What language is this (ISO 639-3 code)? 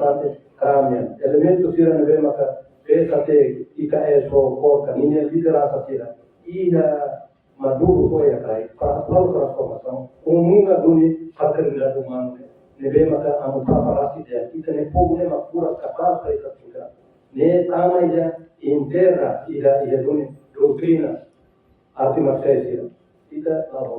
tet